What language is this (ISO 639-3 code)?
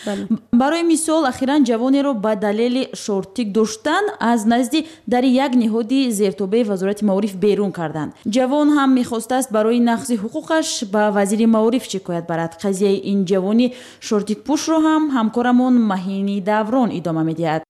tgk